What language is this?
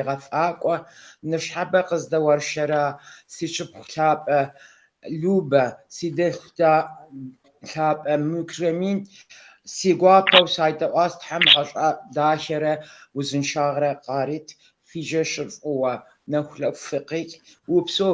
Kabardian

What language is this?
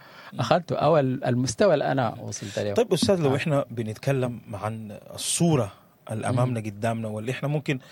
Sudanese Arabic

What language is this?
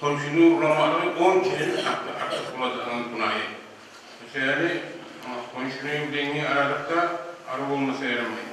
Kumyk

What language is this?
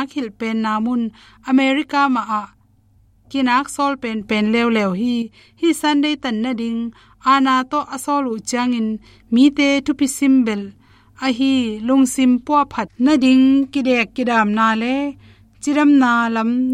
Tedim Chin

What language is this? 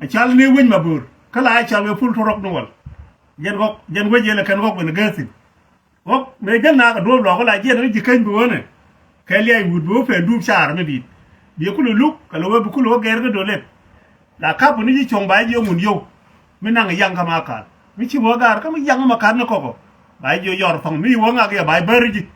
Nuer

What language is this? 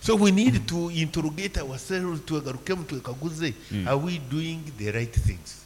Nyankole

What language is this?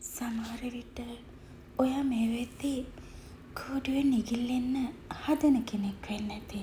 Sinhala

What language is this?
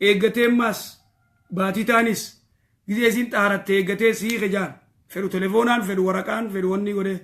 Oromo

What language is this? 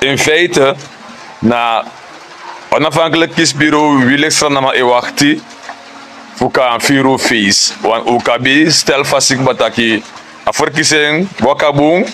Sranan Tongo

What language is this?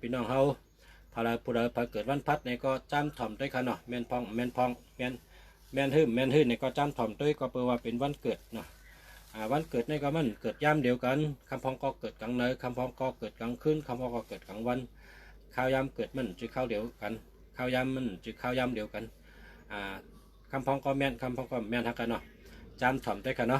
Shan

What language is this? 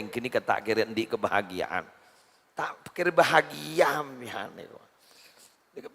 Madurese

